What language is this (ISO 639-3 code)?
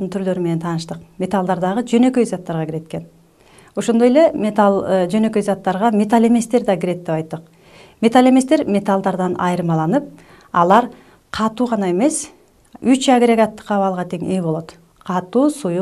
kir